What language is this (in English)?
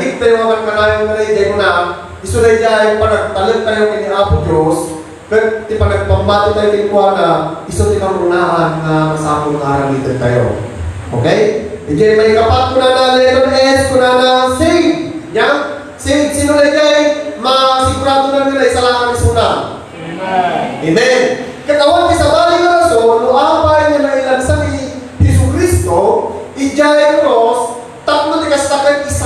Iloko